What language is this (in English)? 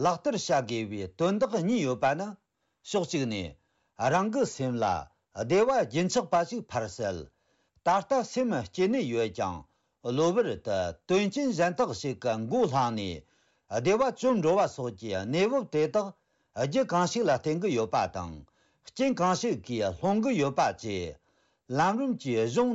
Tibetan